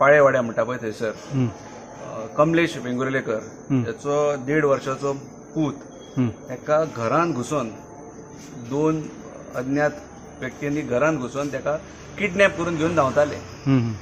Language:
Konkani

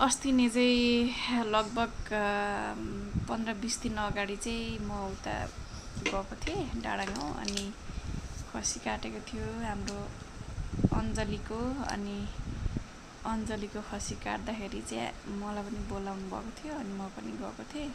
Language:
Nepali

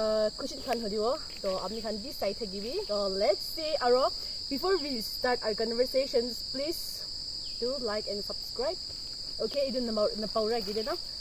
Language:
Naga Pidgin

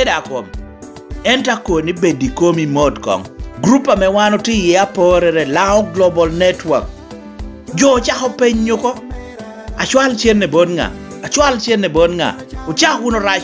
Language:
Lango (Uganda)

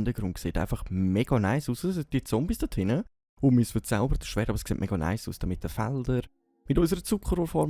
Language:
Swiss German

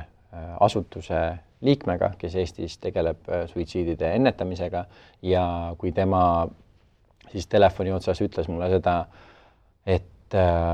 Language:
Estonian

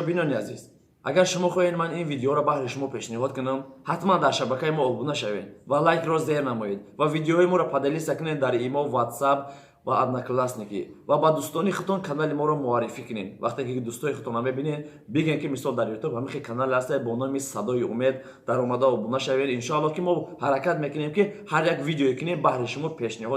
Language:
Tajik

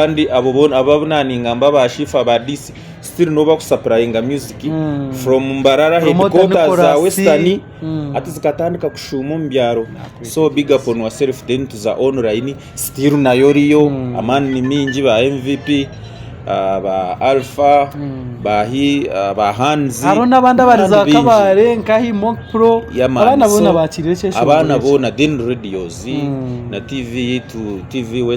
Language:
Nyankole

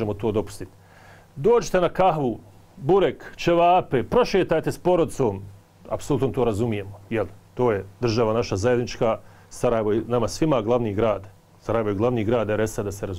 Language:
Bosnian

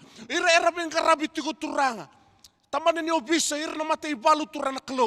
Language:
Fijian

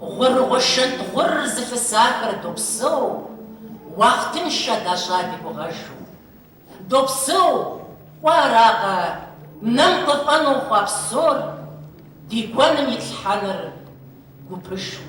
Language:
Kabardian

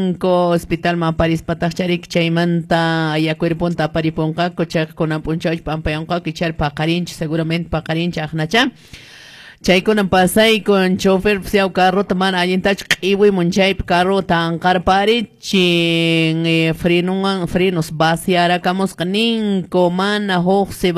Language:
Quechua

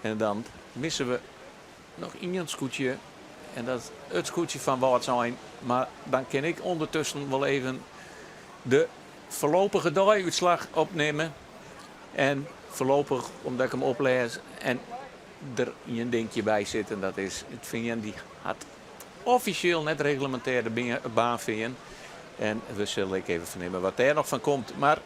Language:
Western Frisian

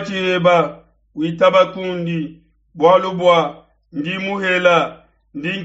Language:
Luba-Lulua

